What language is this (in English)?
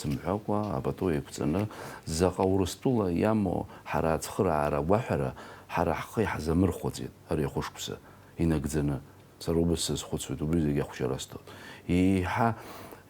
Abkhazian